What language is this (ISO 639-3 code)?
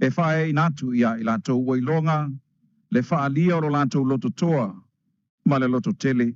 smo